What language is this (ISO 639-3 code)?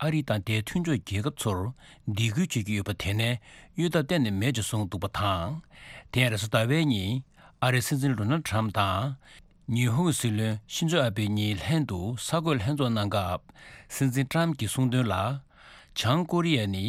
bod